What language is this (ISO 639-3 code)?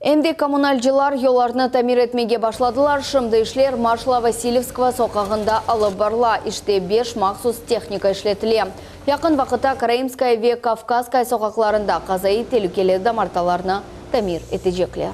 crh